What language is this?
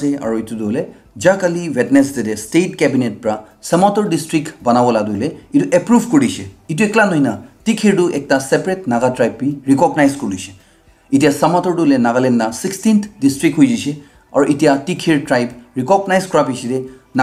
Naga Pidgin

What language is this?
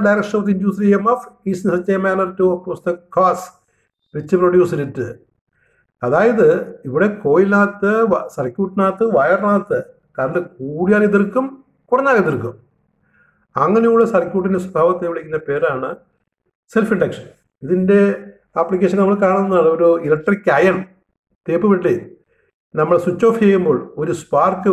Malayalam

